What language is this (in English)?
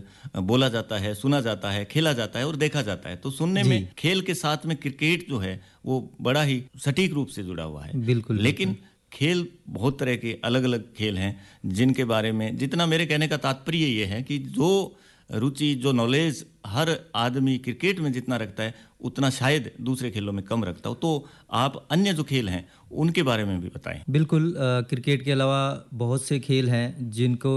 Hindi